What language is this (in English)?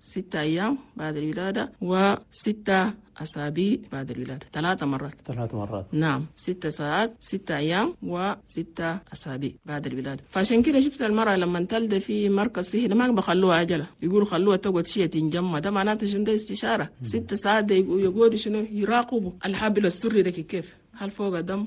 Chadian Arabic